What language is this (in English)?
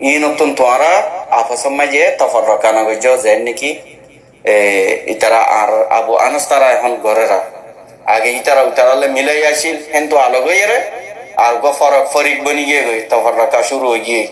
Rohingya